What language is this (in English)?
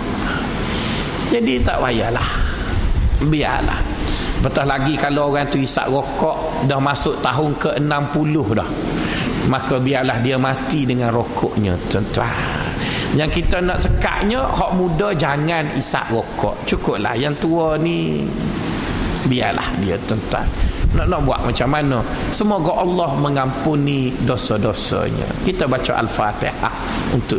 Malay